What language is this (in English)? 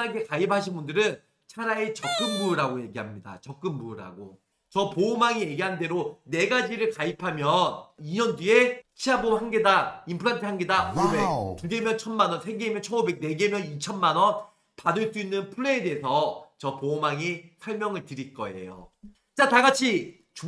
Korean